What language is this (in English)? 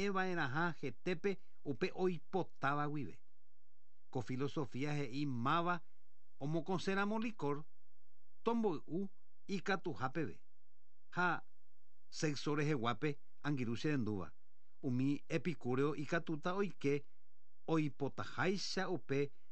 Guarani